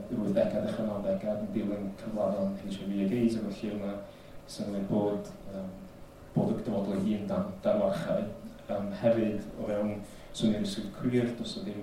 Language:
Welsh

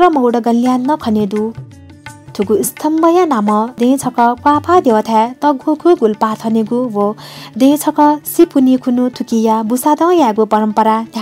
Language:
Newari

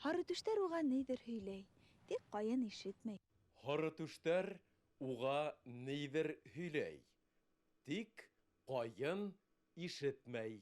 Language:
Bashkir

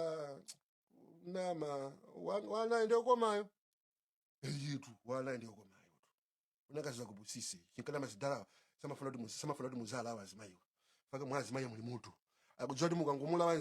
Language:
Nyanja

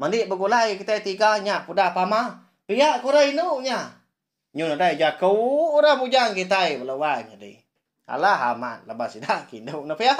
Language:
Iban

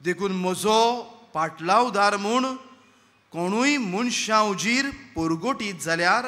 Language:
Konkani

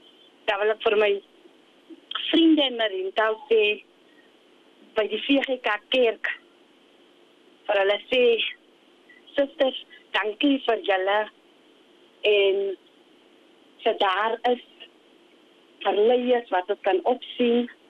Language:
Afrikaans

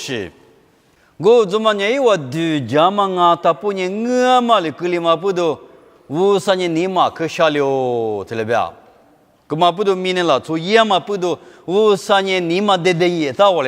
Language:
Lisu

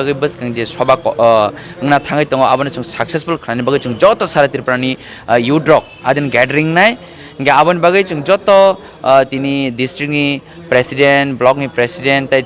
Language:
Kok Borok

